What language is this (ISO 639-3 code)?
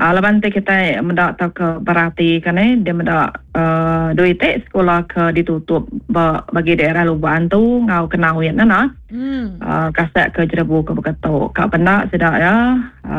iba